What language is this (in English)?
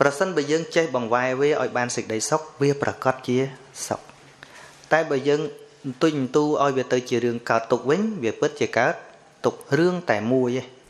Khmer